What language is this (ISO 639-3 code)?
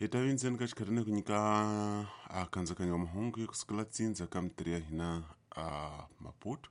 tso